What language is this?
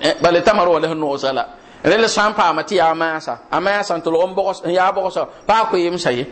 Mossi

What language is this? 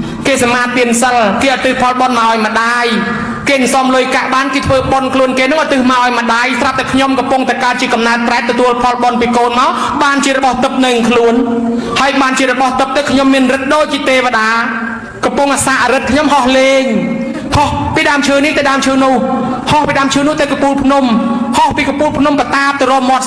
Khmer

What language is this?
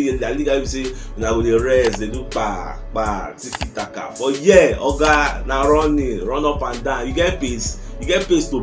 Nigerian Pidgin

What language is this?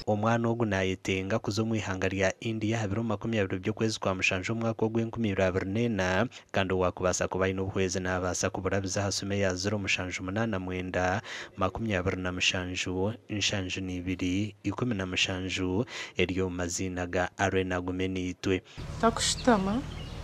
Nyankole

